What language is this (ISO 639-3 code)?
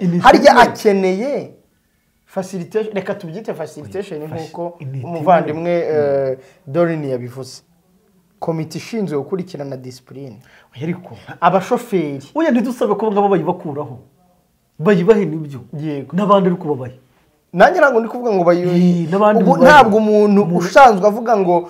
kin